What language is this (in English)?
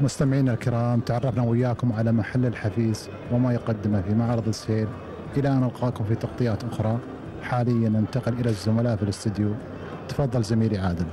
Gulf Arabic